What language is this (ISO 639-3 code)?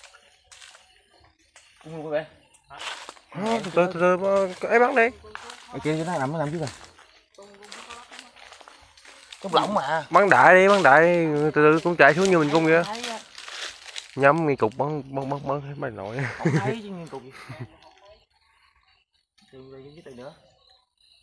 vie